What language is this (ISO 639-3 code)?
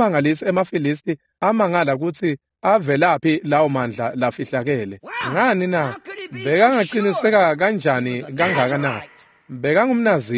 ssw